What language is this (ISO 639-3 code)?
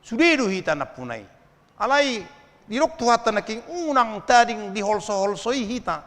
bbc